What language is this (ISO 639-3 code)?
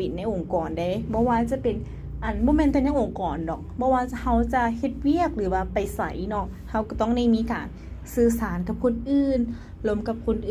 lao